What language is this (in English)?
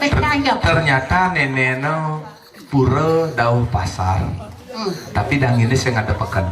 Balinese